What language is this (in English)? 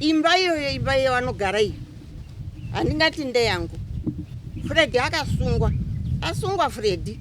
Shona